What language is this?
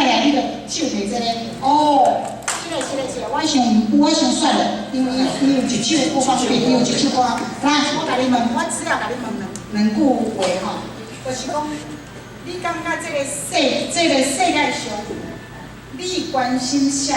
Min Nan Chinese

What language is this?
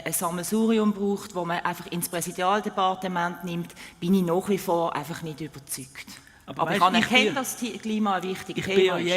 Swiss German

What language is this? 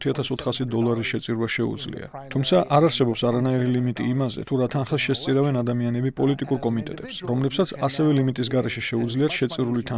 Georgian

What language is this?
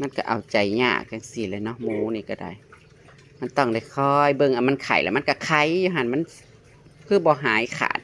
Northeastern Thai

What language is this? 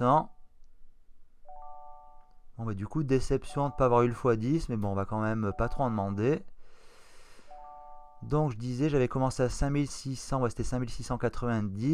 French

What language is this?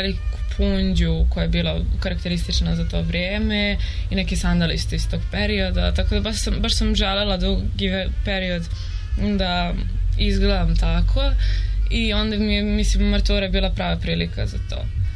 Serbian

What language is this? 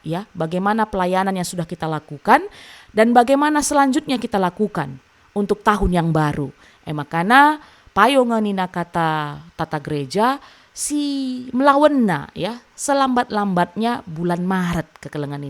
Batak Karo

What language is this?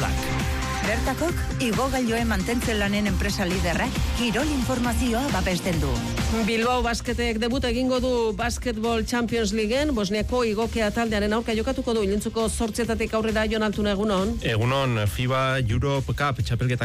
Basque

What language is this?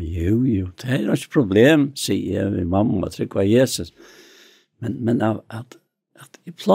Faroese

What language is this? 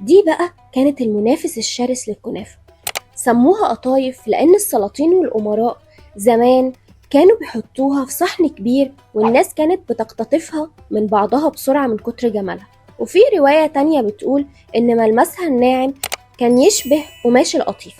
Egyptian Arabic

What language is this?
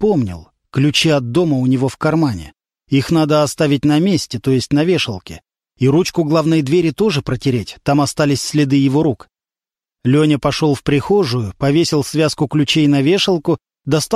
Russian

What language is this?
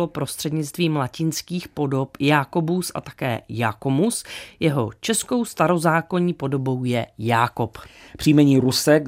Czech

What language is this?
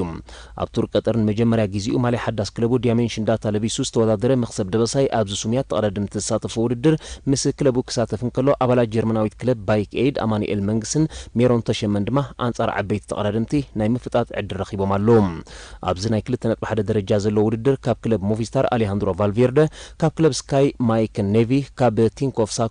Tigrinya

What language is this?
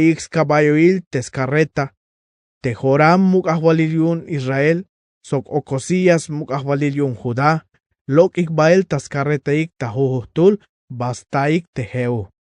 Tzeltal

